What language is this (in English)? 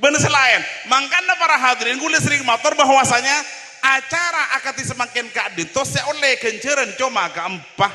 Madurese